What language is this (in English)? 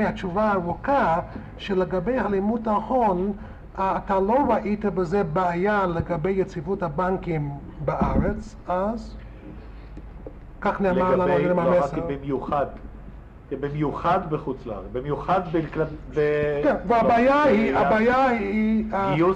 Hebrew